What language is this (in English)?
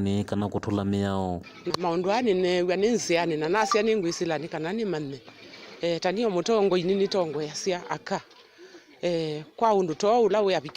Kamba